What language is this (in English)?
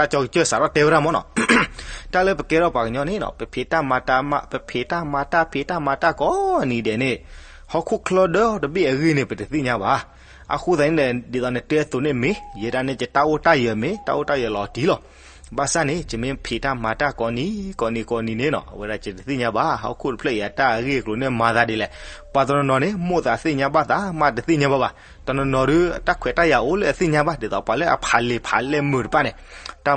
S'gaw Karen